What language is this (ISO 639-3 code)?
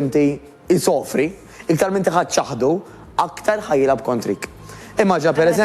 mlt